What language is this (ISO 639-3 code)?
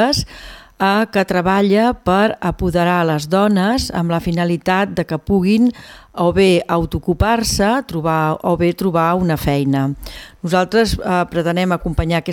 cat